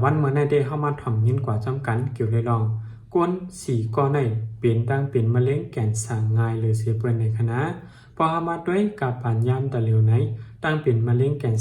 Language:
Shan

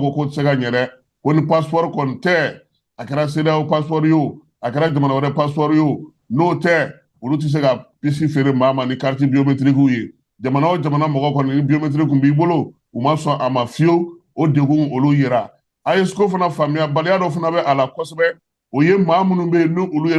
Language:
Bambara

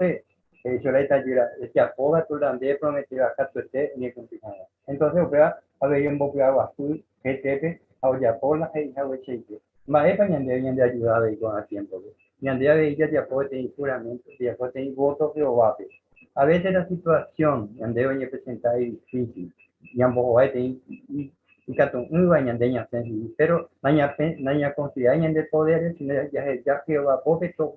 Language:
Guarani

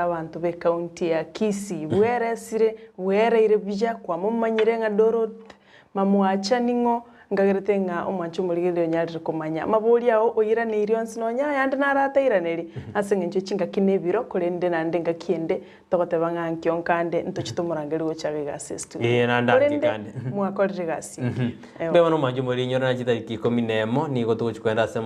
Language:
Gusii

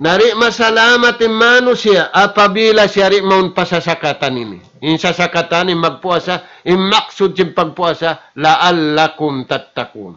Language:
Tausug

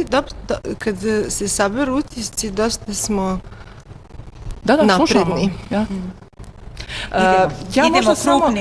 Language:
Bosnian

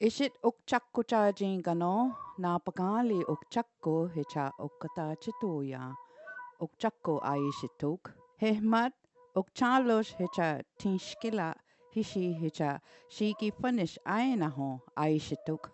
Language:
Choctaw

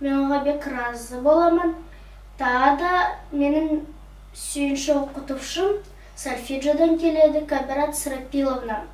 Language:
Nogai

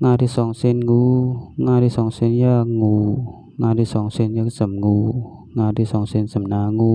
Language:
Shan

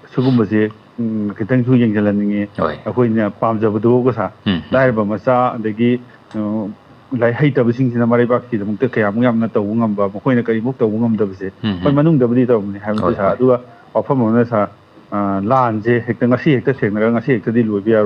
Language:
Manipuri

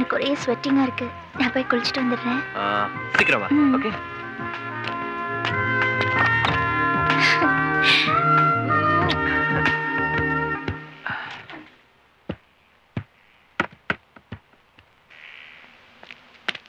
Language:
Tamil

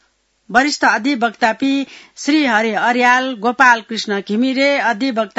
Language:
Newari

